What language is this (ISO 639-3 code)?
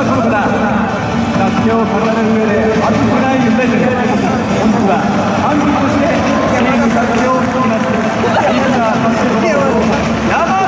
jpn